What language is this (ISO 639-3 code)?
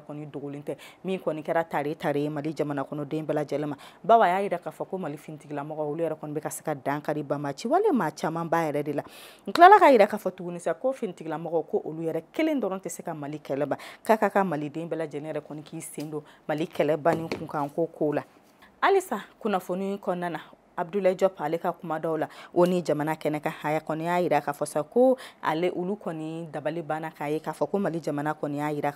bam